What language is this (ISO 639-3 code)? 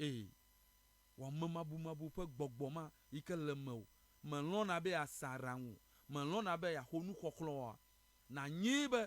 ewe